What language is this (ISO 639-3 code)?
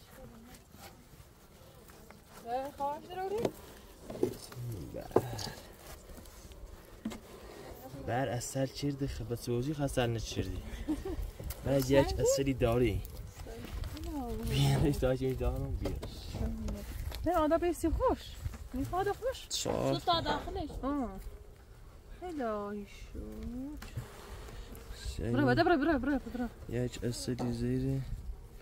fas